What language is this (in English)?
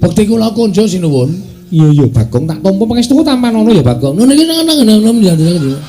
Javanese